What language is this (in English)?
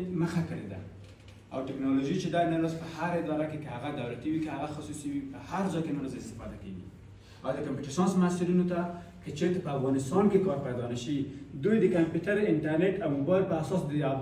Pashto